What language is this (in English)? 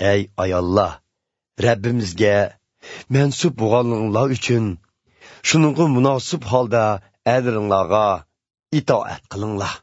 Uyghur